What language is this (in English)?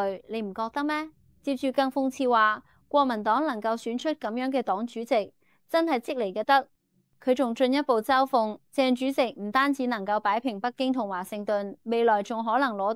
Cantonese